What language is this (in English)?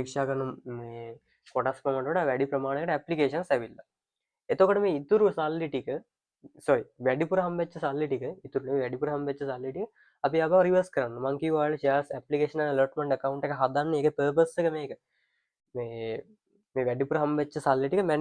Sinhala